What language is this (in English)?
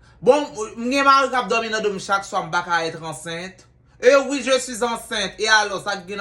Haitian Creole